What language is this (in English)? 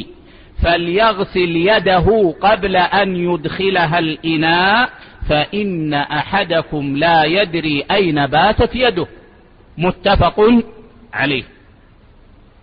Arabic